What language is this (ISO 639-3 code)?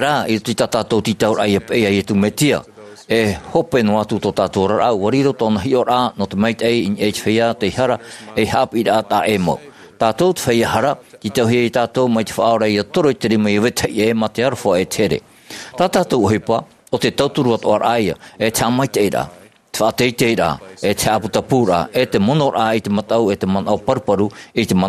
tah